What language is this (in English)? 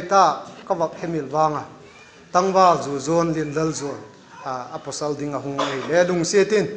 Vaiphei